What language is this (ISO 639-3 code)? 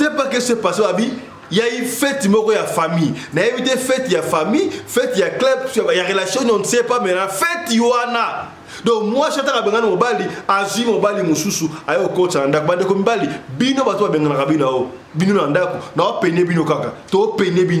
lin